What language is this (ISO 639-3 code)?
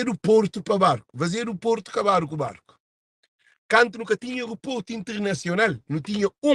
kea